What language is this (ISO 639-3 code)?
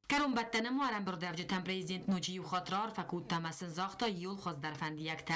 oss